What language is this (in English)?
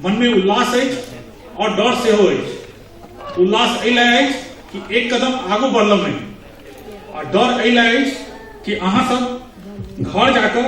Maithili